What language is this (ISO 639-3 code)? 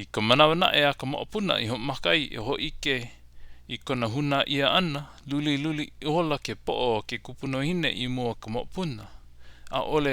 haw